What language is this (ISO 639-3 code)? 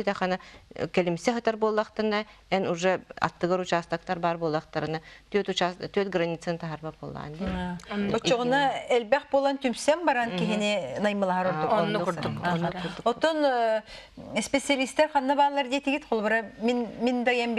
sah